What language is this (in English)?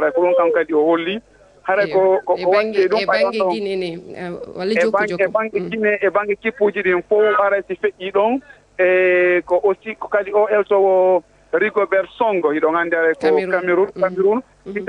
Fula